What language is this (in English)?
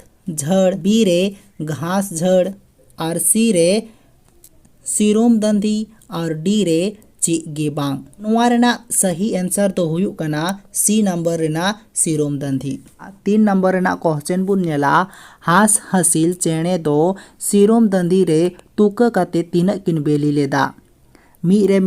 Santali